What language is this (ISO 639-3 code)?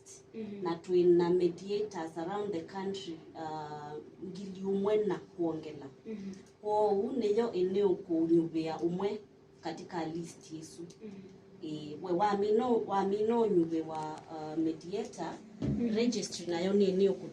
kam